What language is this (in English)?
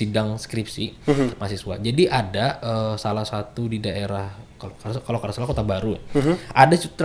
Banjar